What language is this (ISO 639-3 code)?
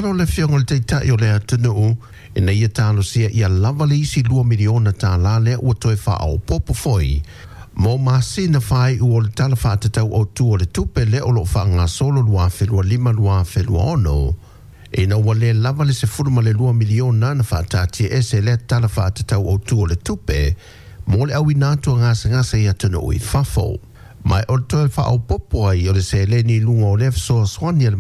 smo